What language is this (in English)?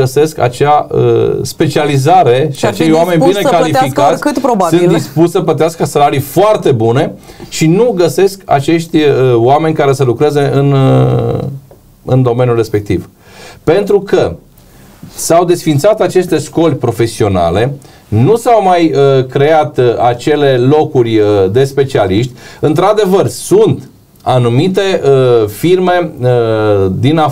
Romanian